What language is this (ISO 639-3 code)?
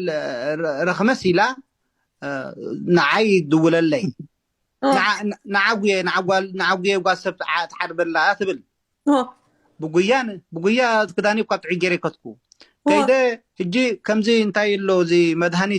tir